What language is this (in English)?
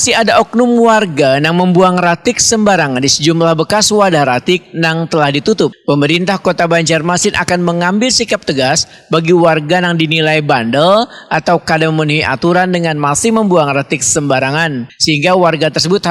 Banjar